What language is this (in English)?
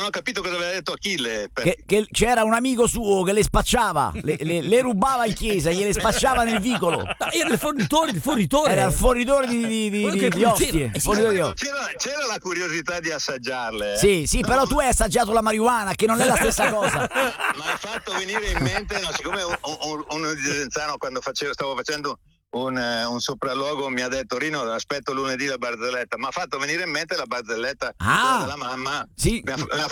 Italian